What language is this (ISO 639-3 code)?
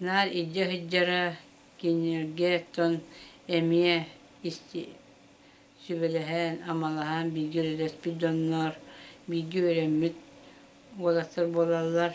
sah